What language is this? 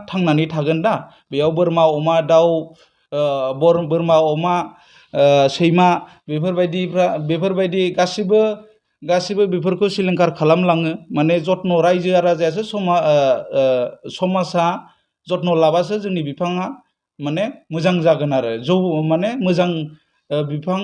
Bodo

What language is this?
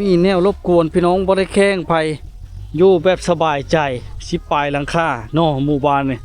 Lao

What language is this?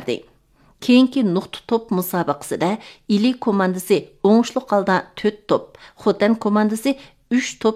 Uyghur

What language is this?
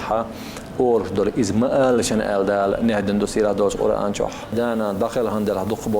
Chechen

